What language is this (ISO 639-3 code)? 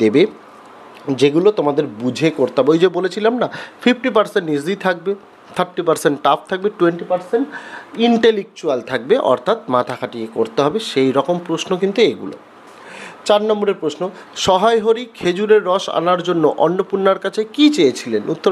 ben